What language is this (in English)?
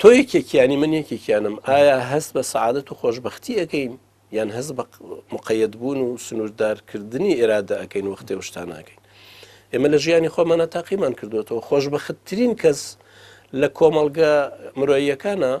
Central Kurdish